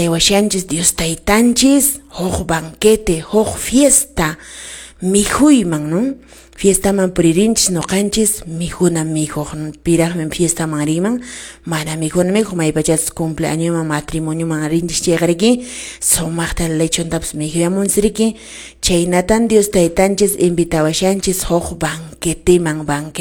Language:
Quechua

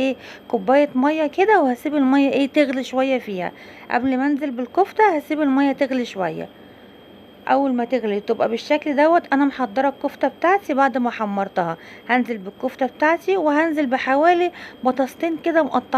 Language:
Egyptian Arabic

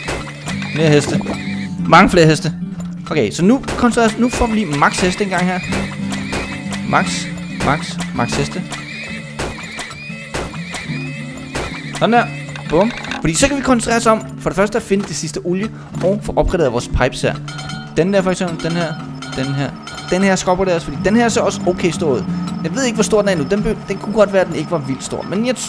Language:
Danish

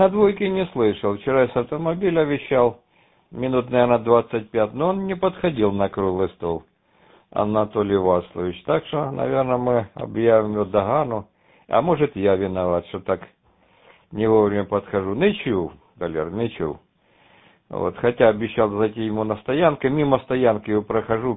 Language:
Russian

